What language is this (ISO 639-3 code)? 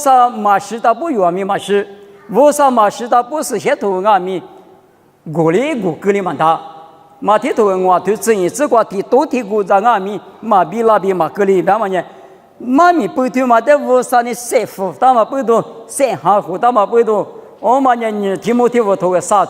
lis